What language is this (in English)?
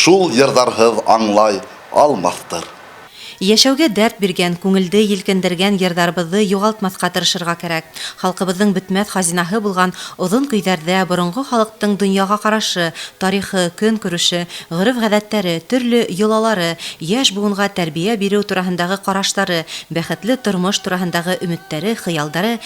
Bashkir